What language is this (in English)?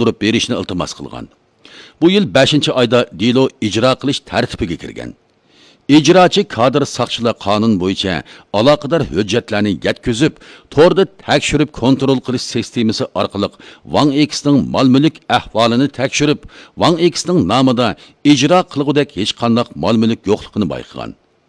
Uyghur